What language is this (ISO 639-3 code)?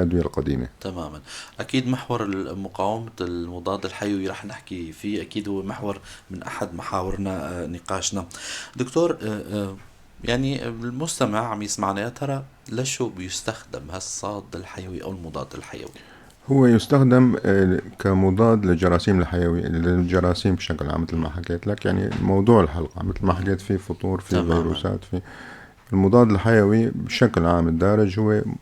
apc